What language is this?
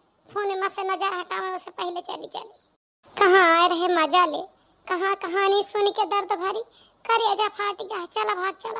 Awadhi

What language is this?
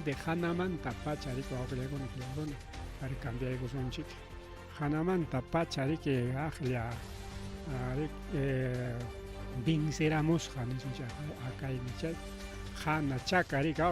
Ayacucho Quechua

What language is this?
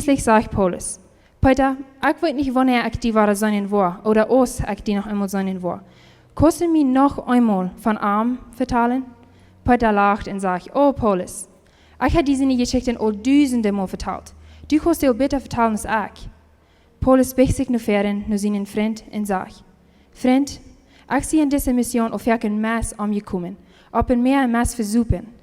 Plautdietsch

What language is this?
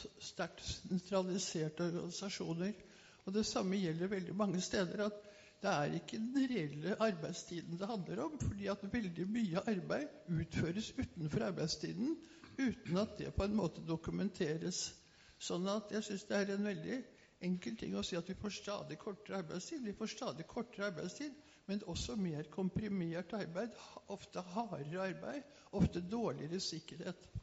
Norwegian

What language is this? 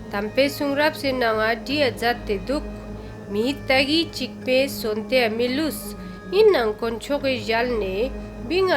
Ladakhi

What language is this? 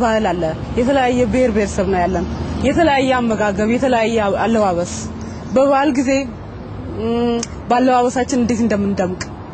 Amharic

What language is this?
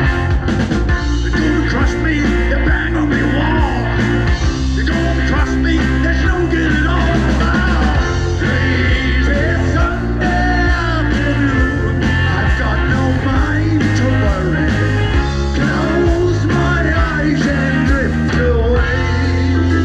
English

